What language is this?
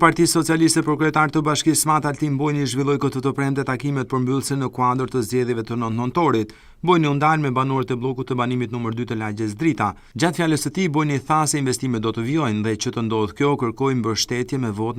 Albanian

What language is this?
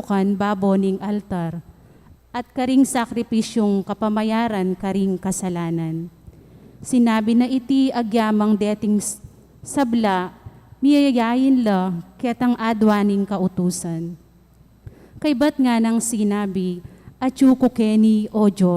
Pampanga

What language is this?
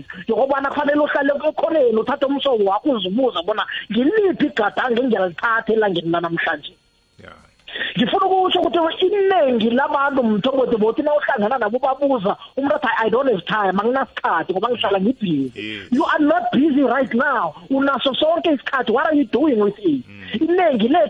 South Ndebele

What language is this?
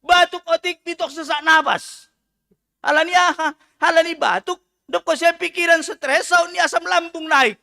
Batak Simalungun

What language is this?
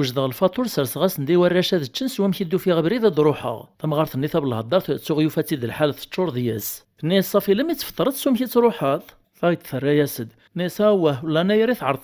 Kabyle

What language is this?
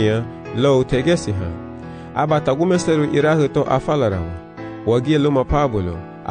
Garifuna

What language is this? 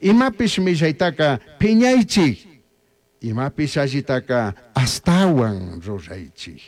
Chimborazo Highland Quichua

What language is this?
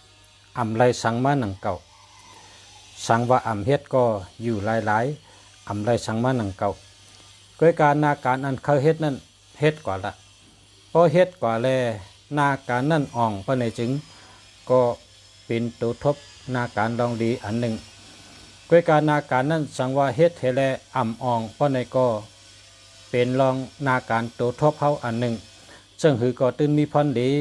Shan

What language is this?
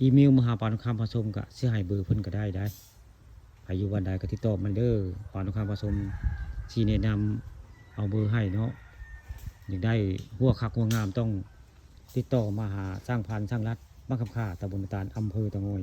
Northeastern Thai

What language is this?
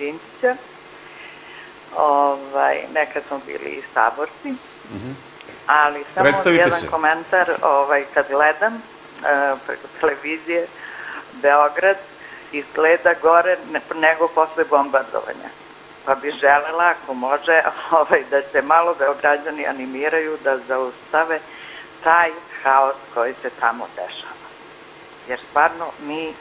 Serbian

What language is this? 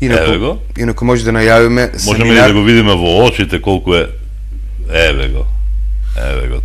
Macedonian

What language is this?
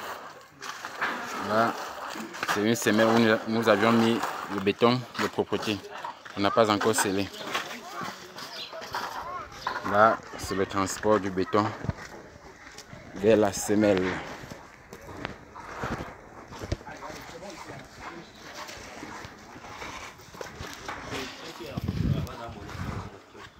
French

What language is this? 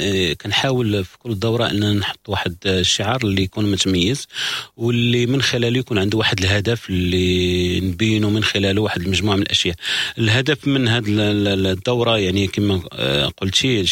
Moroccan Arabic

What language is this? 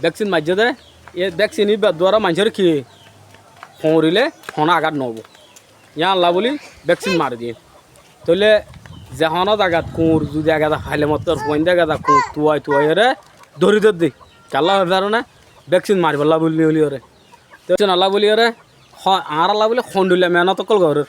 Rohingya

